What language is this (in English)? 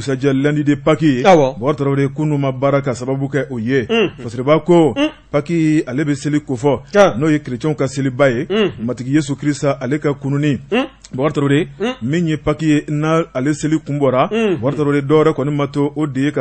Bambara